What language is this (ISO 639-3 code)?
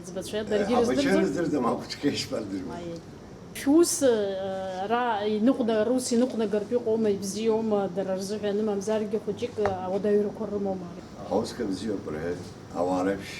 abk